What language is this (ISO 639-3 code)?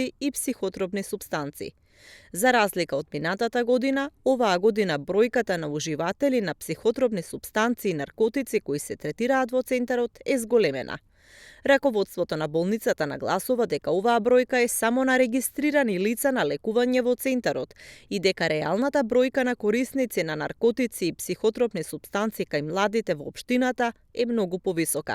mkd